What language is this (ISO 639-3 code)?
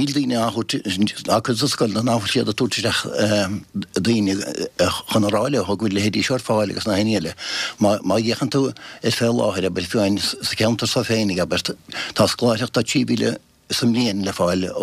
gle